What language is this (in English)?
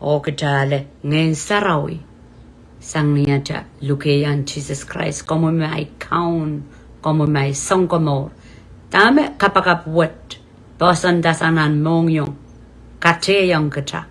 Pohnpeian